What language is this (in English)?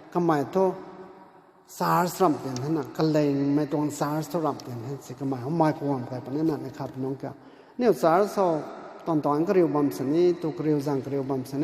Rongmei Naga